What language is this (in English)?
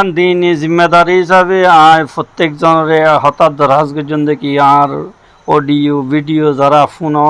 Rohingya